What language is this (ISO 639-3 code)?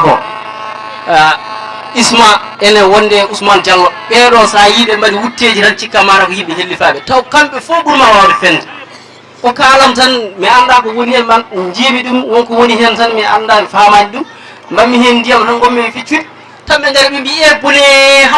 ful